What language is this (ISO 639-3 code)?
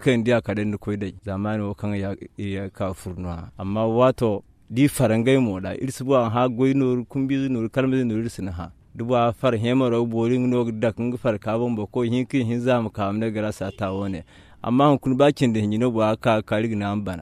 dje